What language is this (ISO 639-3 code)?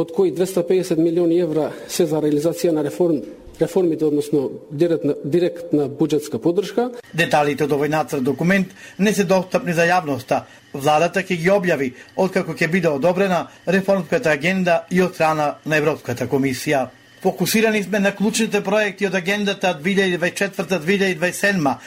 mkd